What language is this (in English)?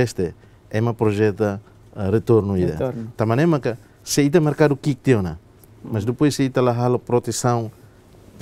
Tetum